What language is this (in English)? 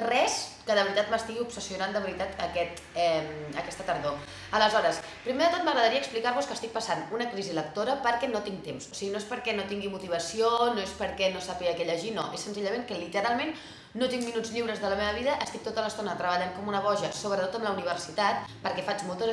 Catalan